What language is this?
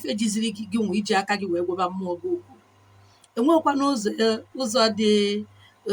Igbo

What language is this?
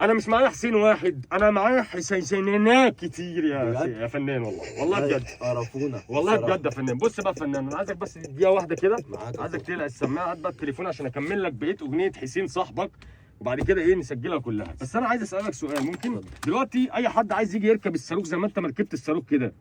Egyptian Arabic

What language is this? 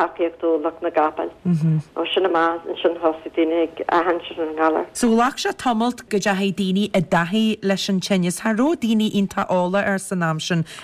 Irish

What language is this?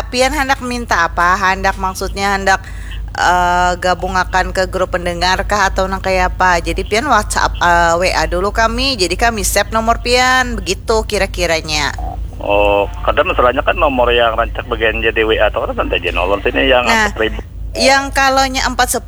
Banjar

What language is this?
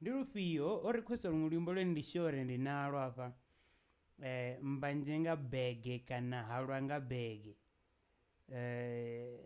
Venda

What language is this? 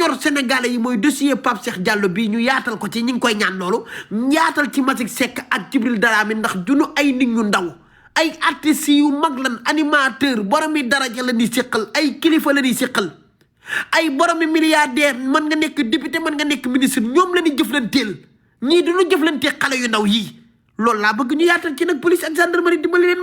Wolof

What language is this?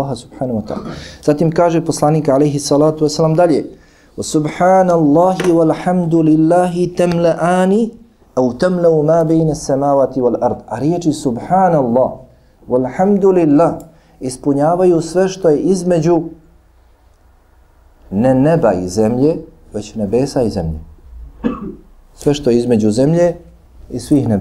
Bosnian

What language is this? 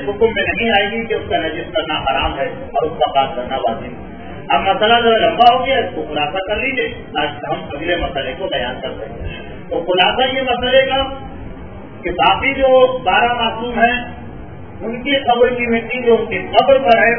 Urdu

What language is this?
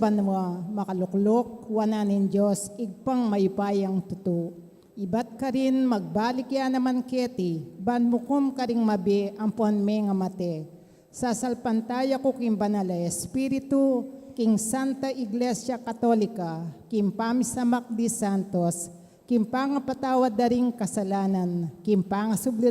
Pampanga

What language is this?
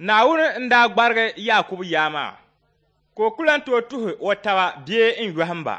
Dagbani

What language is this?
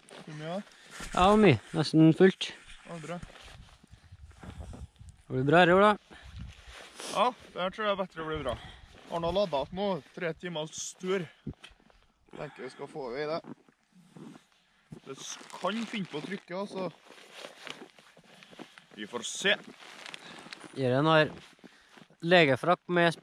Norwegian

